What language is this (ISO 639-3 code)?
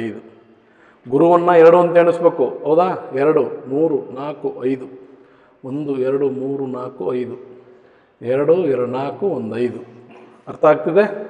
kan